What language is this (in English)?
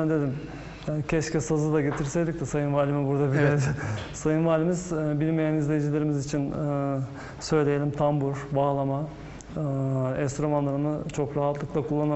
Turkish